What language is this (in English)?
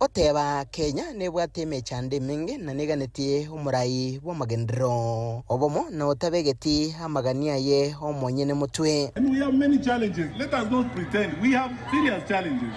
Gusii